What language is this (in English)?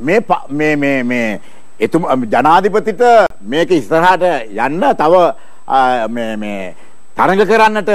Sinhala